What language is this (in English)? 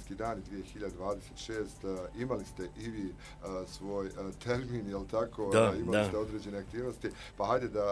Bosnian